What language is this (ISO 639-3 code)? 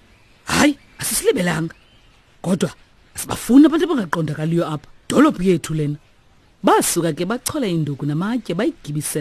xho